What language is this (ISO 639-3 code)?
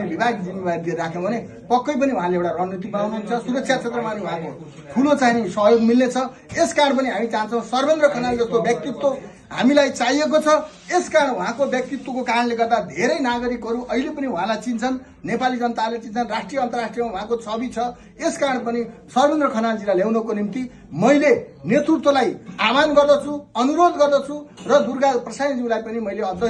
nep